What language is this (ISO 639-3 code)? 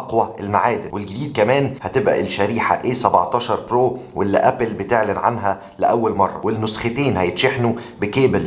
arz